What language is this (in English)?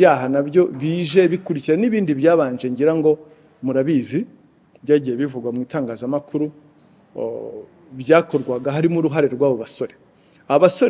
Kinyarwanda